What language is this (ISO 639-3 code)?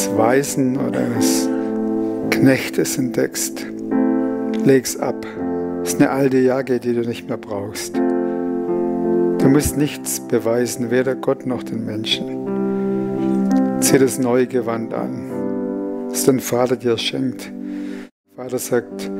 gsw